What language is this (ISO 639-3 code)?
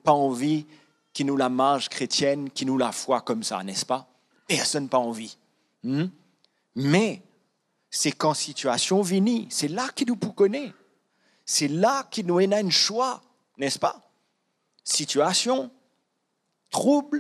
mfe